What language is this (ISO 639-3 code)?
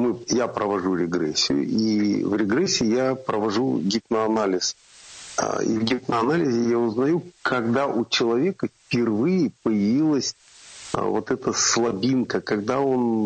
rus